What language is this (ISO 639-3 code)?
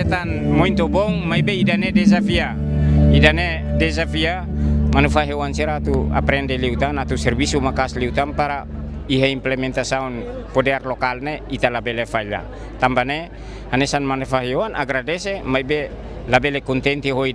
tet